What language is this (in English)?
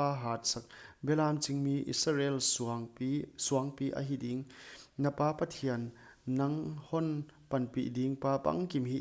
Paite Chin